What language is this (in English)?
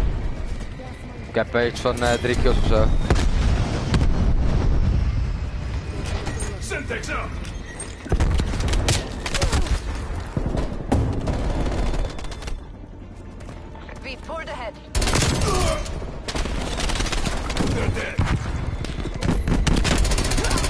Dutch